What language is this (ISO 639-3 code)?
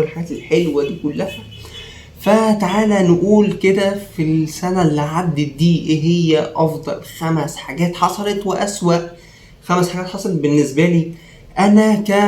arz